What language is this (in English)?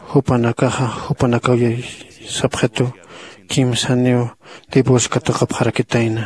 Aymara